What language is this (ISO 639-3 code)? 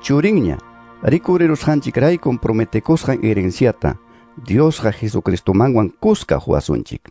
quy